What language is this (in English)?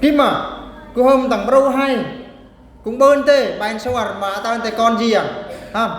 Eastern Bru